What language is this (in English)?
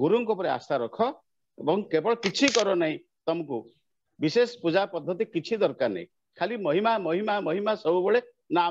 Odia